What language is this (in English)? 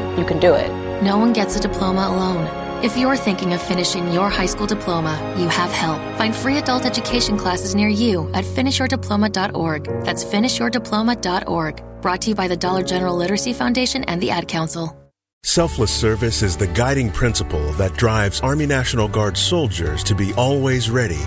English